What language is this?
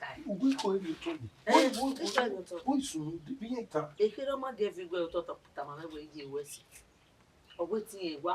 Bini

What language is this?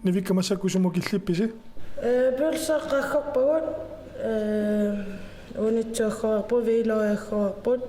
Kalaallisut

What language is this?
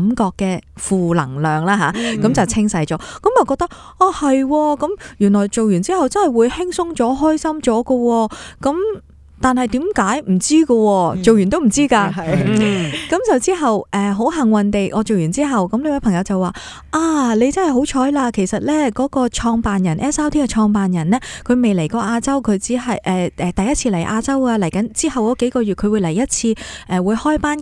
Cantonese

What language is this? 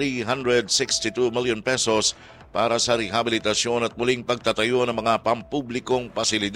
Filipino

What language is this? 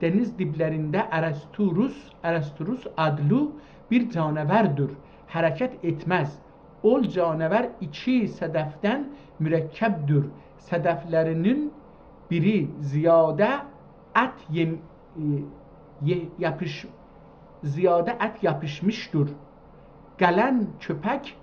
South Azerbaijani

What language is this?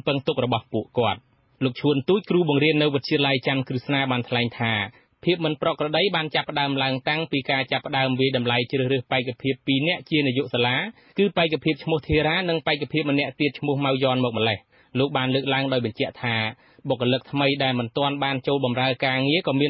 Khmer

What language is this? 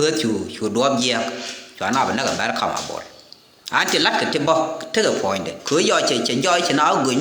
Nuer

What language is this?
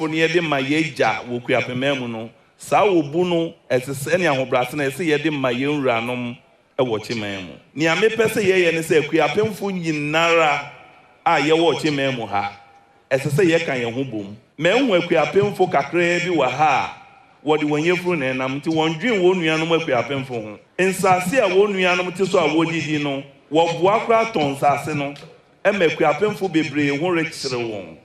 Akan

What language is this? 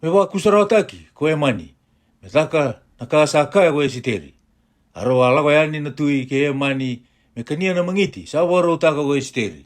Fijian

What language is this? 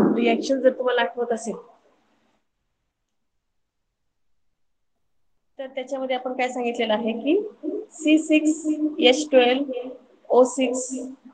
Marathi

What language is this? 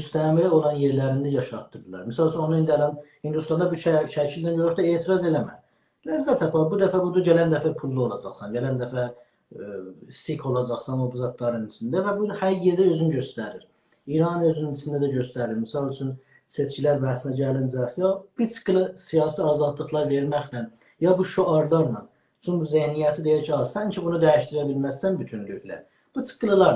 South Azerbaijani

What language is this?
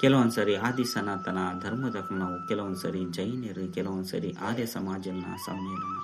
Tulu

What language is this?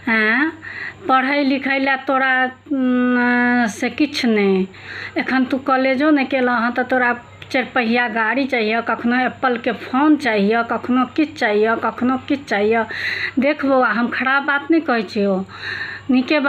Maithili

